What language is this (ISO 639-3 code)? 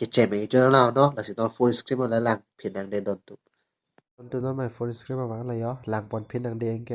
mjw